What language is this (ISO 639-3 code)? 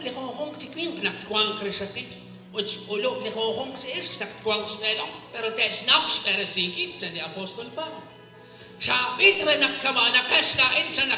kek